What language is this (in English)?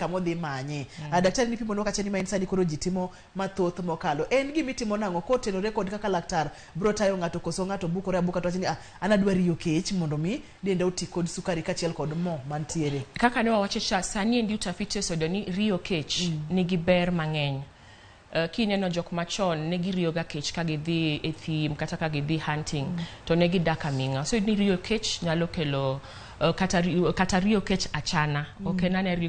Luo (Kenya and Tanzania)